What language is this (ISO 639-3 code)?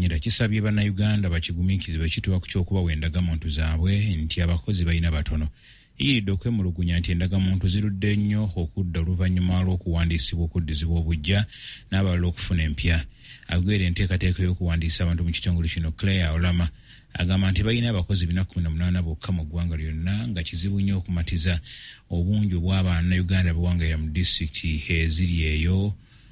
lug